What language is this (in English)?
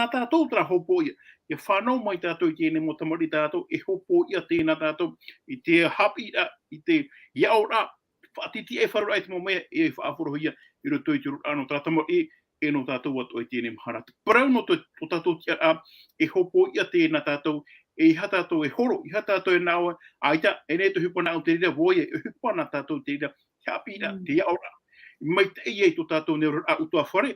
Tahitian